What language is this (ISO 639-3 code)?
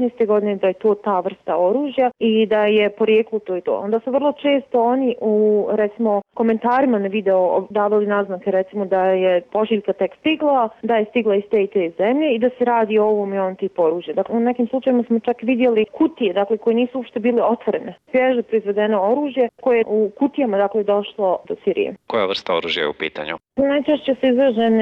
bos